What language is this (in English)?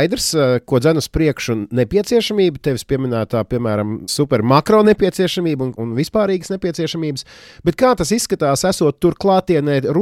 Latvian